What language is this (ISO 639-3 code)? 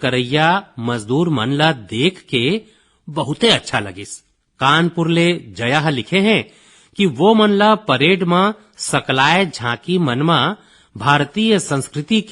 hne